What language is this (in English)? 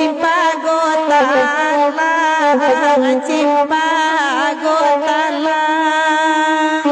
Minangkabau